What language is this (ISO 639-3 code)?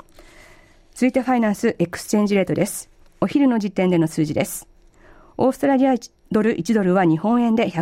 jpn